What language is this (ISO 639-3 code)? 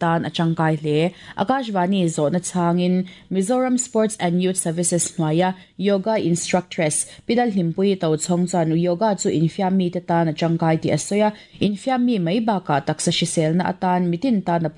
lus